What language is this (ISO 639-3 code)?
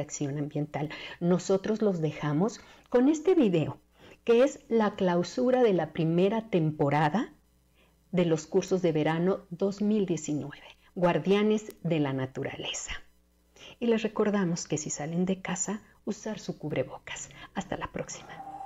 spa